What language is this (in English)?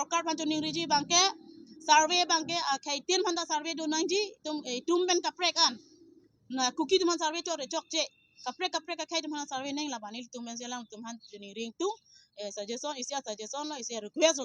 Karbi